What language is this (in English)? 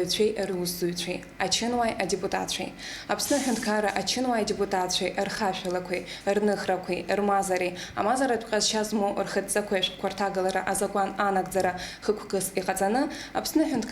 Abkhazian